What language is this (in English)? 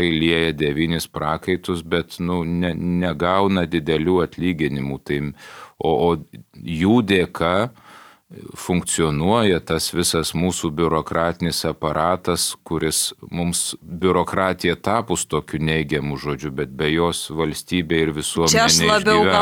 Lithuanian